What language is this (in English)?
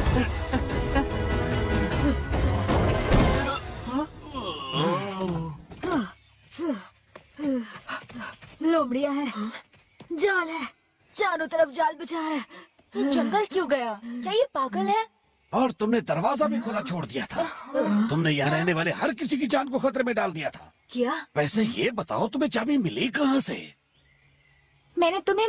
Hindi